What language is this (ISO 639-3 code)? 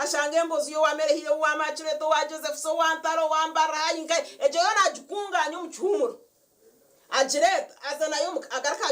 nyn